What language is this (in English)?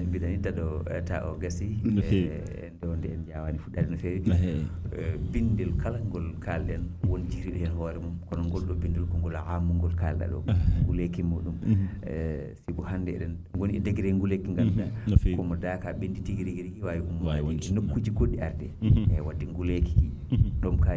Fula